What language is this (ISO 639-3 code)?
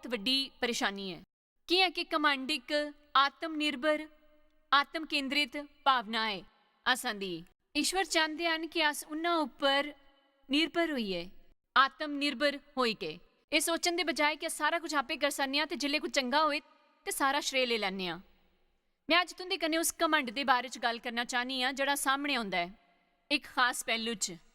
doi